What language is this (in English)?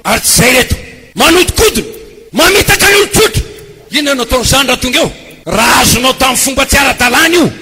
Malagasy